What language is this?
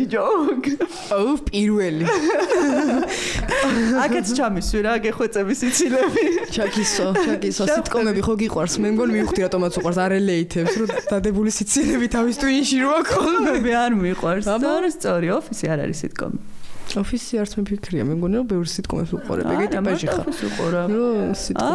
Georgian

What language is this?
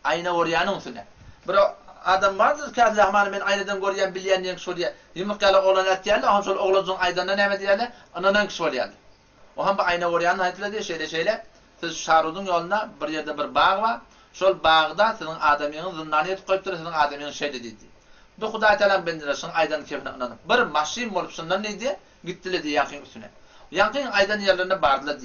Turkmen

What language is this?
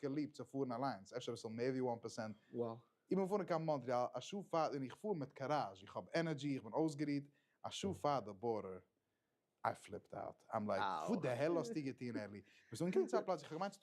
Yiddish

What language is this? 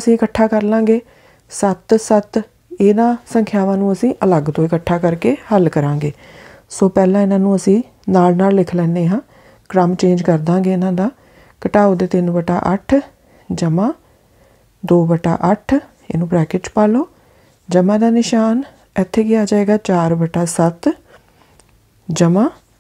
Punjabi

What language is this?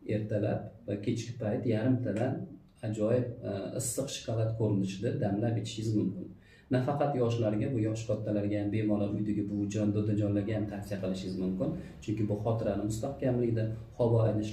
Uzbek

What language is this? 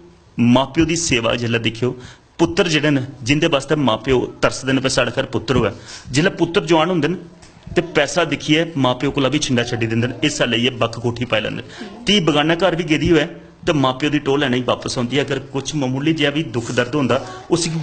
Dogri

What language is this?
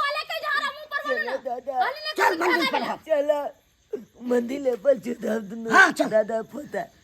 Maithili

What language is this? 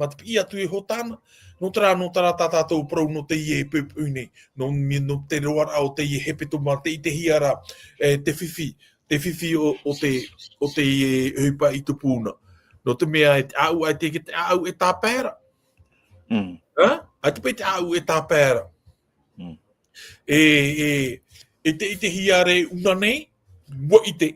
Tahitian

